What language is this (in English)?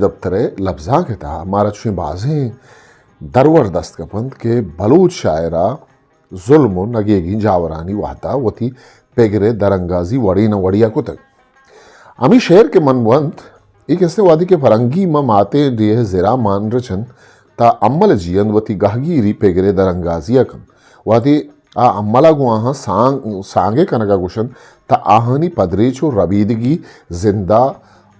Eastern Balochi